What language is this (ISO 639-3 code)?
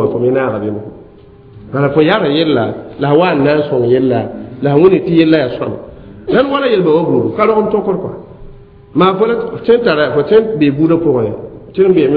mos